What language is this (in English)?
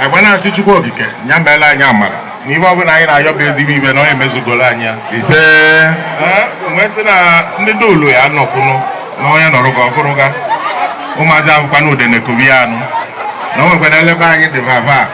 Igbo